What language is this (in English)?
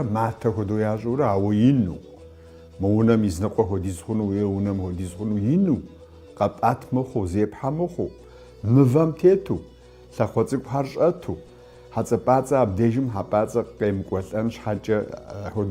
Kabardian